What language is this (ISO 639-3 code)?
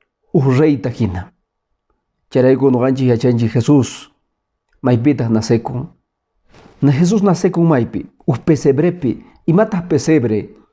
que